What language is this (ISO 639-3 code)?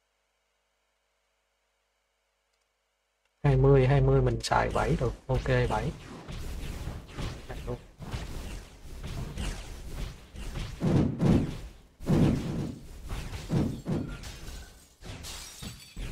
vie